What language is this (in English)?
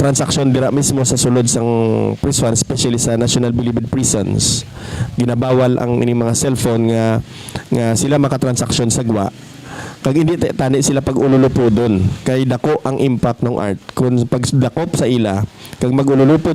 Hiligaynon